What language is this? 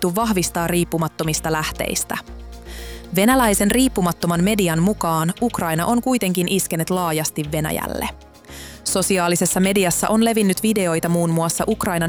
Finnish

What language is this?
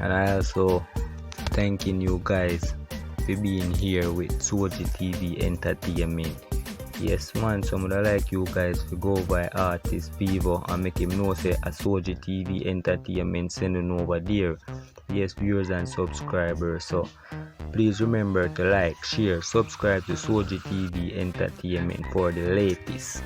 Jamaican Creole English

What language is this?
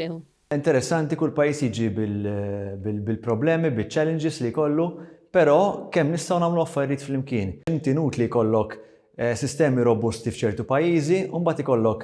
Maltese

